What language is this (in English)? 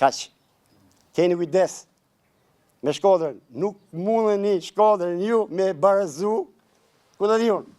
Albanian